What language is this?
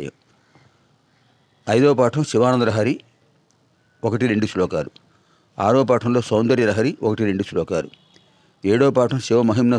Telugu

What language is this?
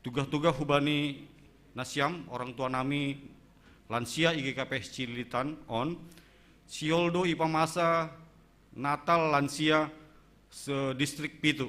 Batak Simalungun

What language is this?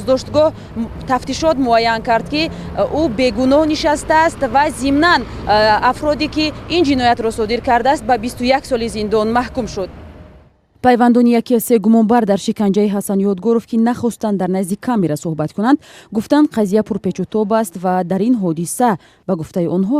Tajik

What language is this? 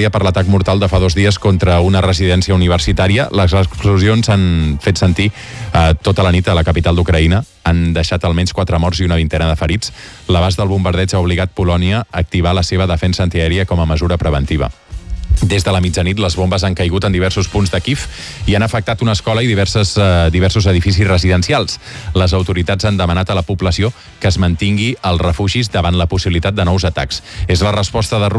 Catalan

